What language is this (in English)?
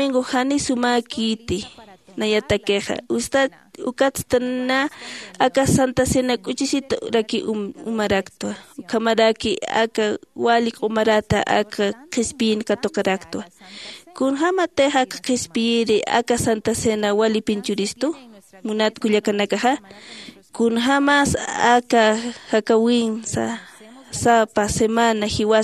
Aymara